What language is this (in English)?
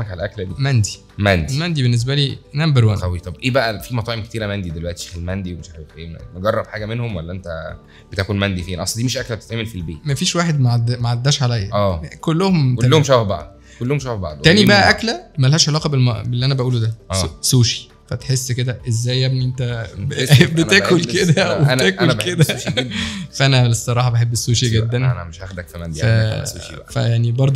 Egyptian Arabic